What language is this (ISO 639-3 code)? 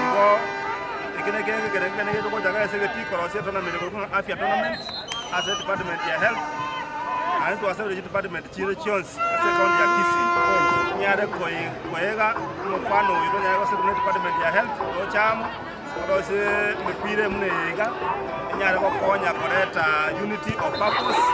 guz